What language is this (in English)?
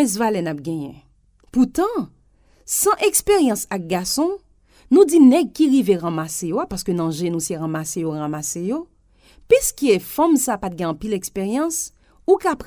Haitian Creole